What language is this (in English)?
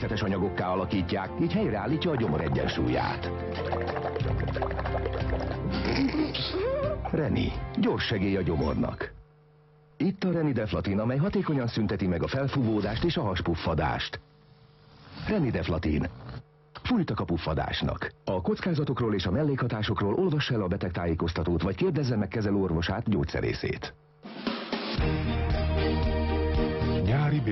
Hungarian